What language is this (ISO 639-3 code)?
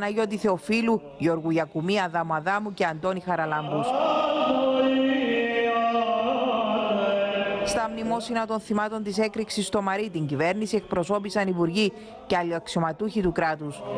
ell